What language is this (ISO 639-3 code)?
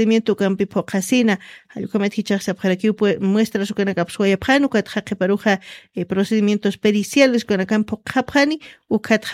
aym